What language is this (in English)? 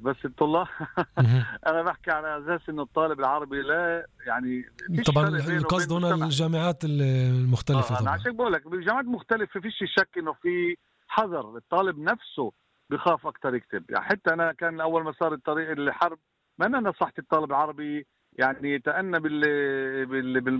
North Levantine Arabic